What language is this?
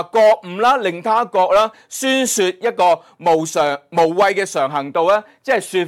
Cantonese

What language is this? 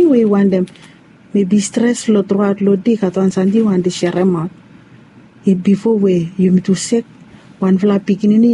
Bislama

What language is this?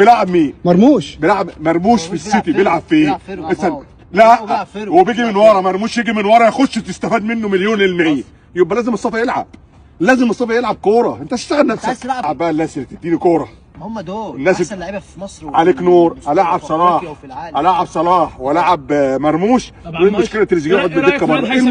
Egyptian Arabic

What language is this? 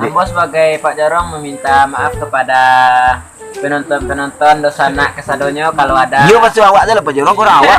Minangkabau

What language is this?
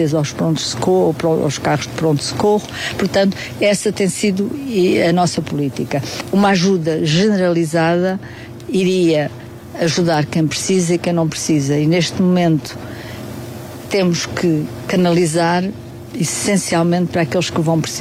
Portuguese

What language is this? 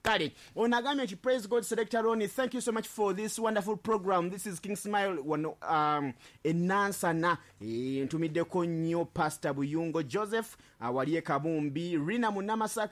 Ganda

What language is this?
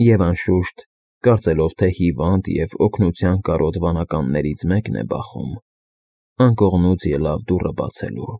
Armenian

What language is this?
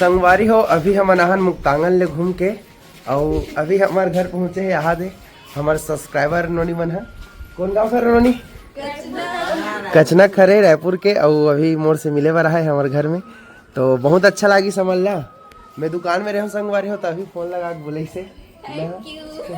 Chhattisgarhi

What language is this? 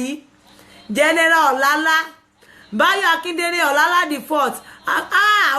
Yoruba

